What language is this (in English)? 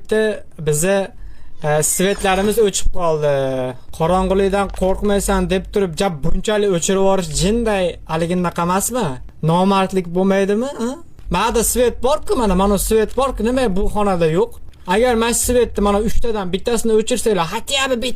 Uzbek